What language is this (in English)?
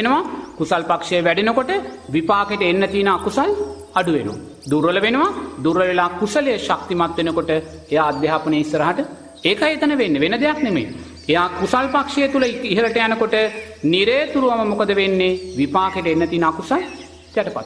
Sinhala